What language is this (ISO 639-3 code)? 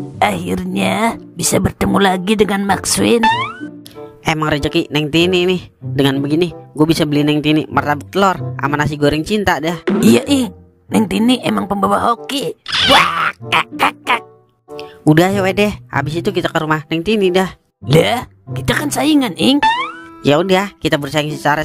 bew